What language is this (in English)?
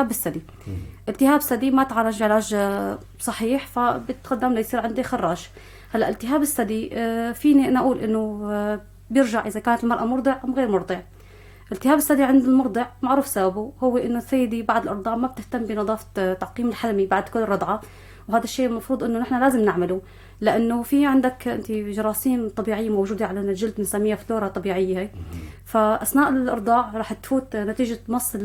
North Levantine Arabic